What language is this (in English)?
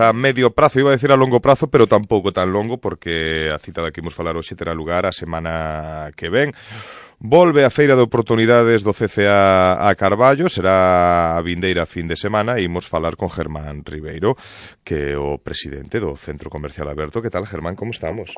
Galician